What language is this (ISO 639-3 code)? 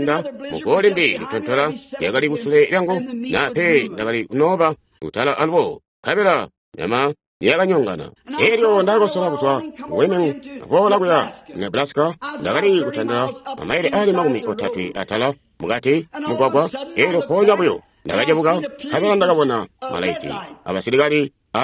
toi